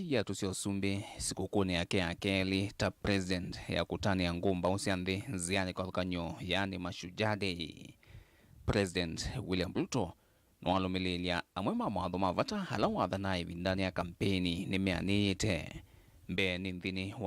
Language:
Kamba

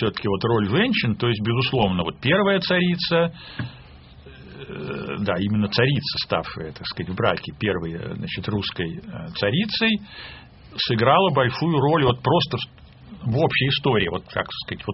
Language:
Russian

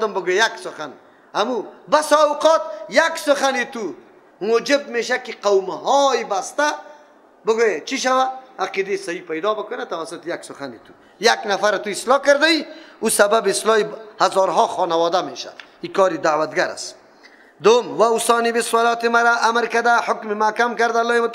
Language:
Persian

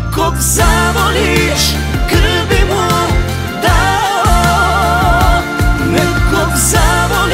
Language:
Croatian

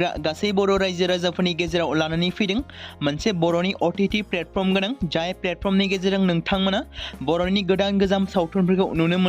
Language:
Bodo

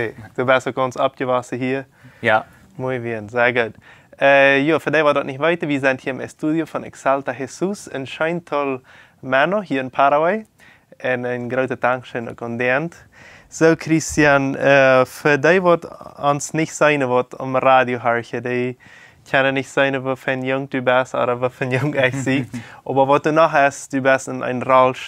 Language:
Plautdietsch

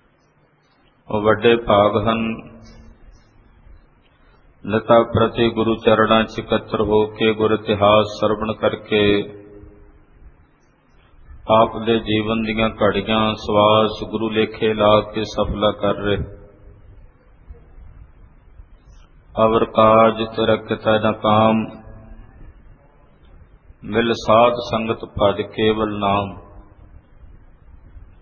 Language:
Punjabi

